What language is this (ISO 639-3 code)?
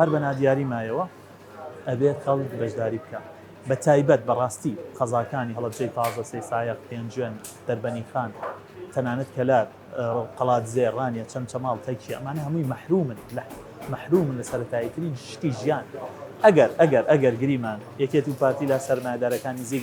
ckb